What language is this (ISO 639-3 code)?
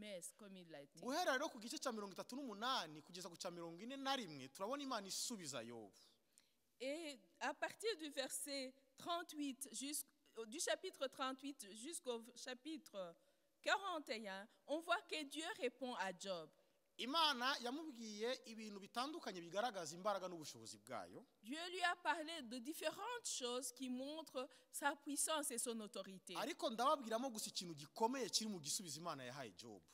kin